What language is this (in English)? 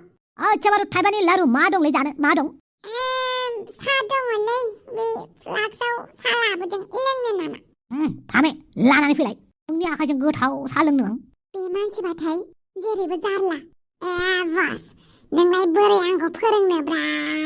Bodo